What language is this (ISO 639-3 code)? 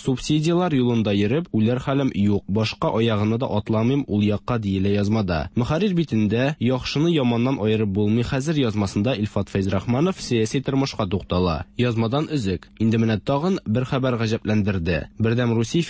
tat